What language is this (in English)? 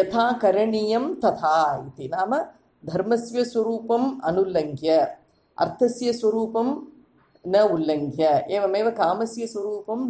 Sanskrit